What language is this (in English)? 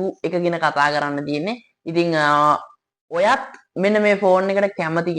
Sinhala